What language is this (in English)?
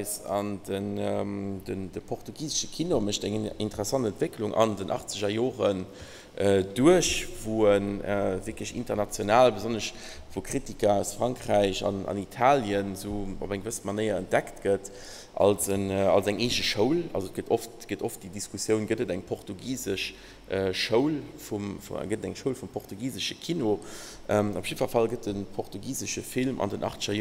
Luxembourgish